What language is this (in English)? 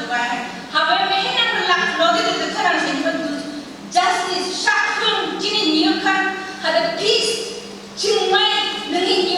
Phom Naga